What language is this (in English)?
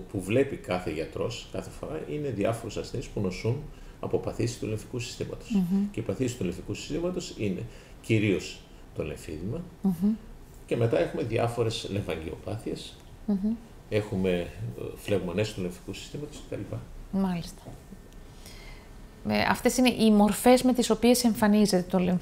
Greek